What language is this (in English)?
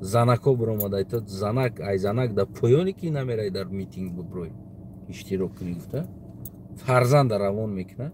Tajik